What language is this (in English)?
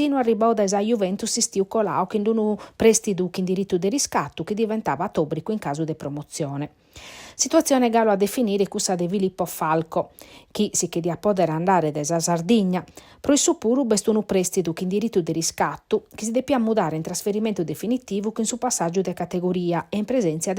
Sardinian